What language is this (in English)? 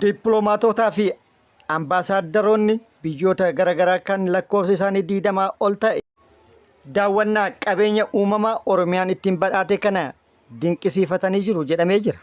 Oromo